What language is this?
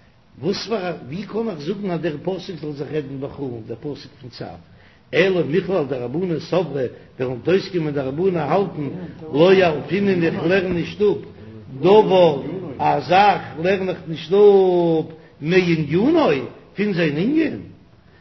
Yiddish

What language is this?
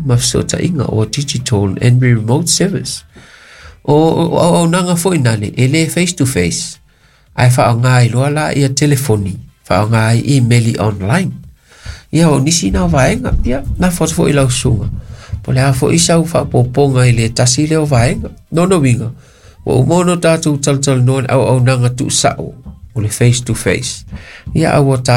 Samoan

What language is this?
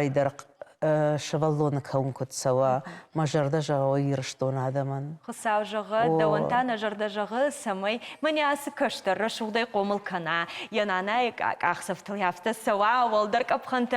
Ossetic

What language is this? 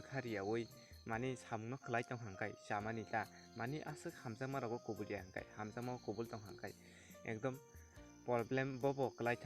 Kok Borok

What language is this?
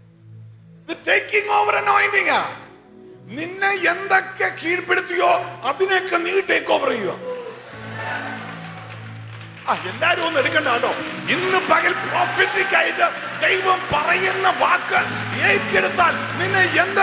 Malayalam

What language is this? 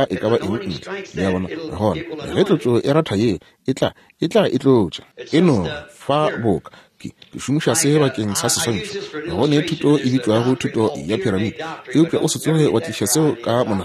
Northern Sotho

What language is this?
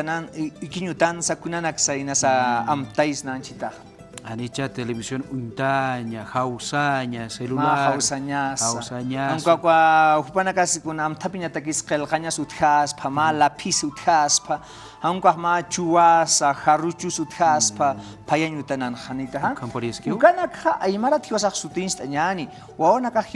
Aymara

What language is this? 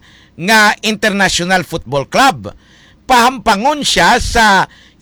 Hiligaynon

